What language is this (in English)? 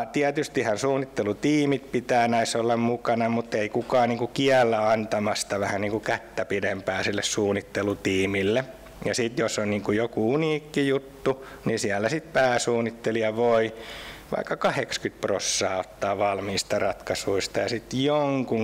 Finnish